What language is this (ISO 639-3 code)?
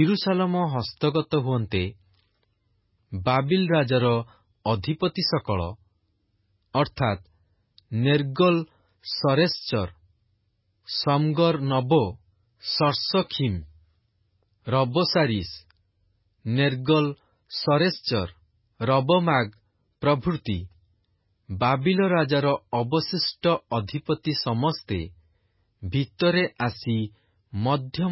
ori